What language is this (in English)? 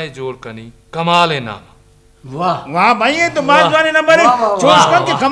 Brahui